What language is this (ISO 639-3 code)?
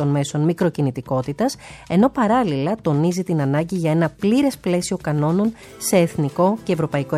ell